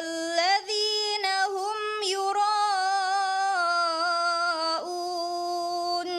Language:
Divehi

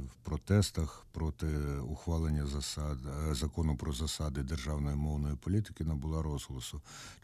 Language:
Ukrainian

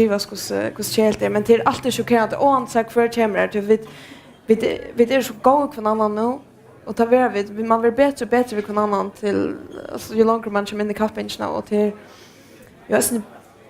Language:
Faroese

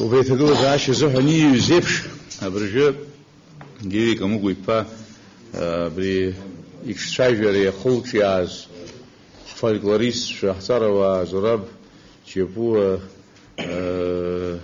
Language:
Abkhazian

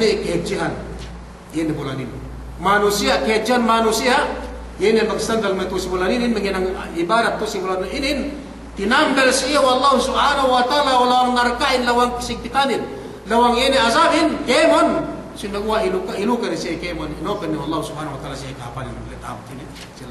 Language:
Yakan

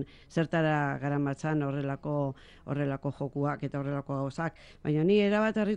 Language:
Basque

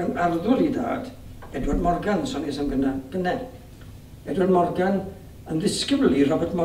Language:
Welsh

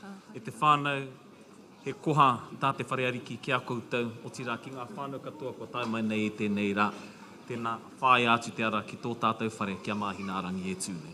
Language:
Māori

